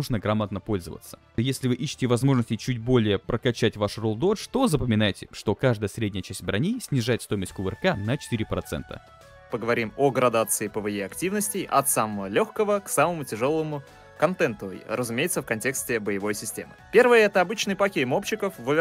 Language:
Russian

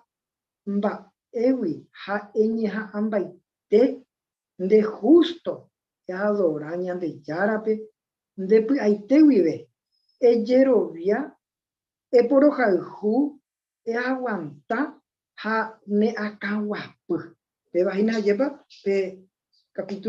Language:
Guarani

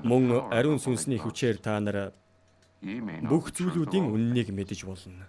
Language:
Mongolian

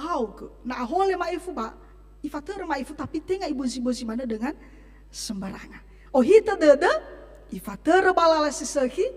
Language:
Nias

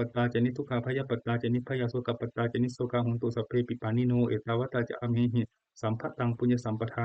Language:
Pali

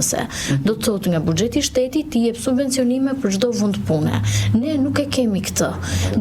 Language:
Albanian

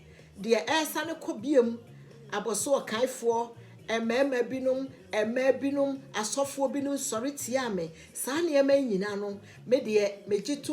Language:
Akan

